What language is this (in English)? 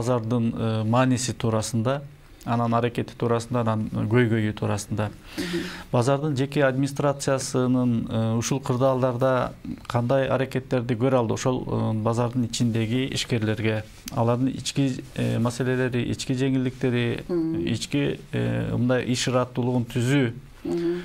Kyrgyz